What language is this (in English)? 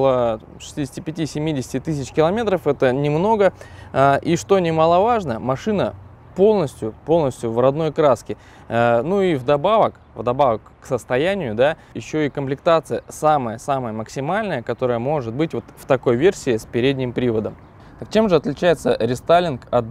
Russian